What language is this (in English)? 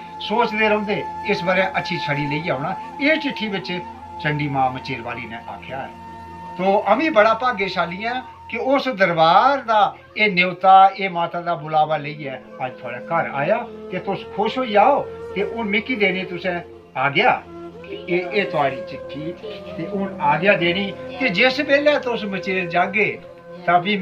Dogri